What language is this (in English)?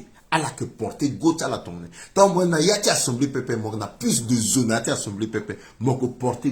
Sango